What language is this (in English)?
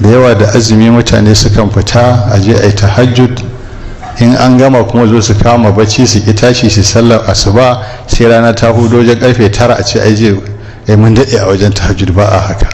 Hausa